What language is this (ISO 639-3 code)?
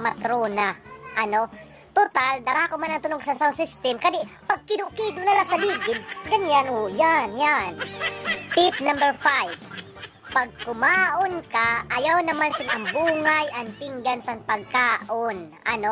war